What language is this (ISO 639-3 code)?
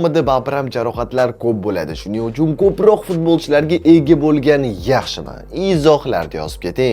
uzb